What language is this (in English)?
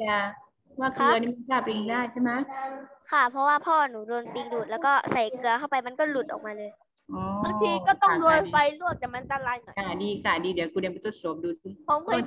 Thai